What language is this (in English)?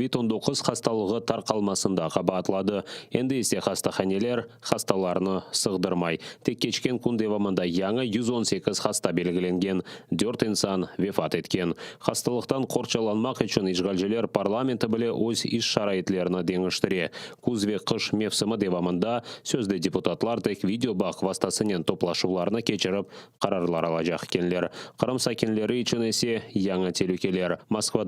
Crimean Tatar